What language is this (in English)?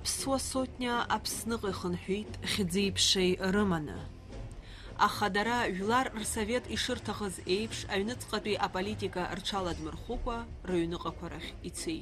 Abkhazian